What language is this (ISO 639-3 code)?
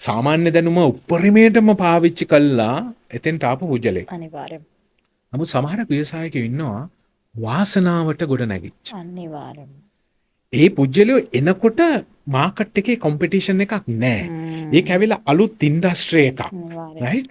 sin